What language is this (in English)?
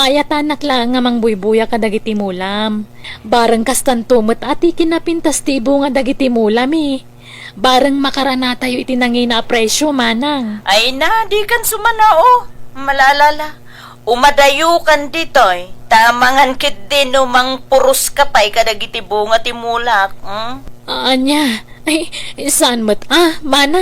Iloko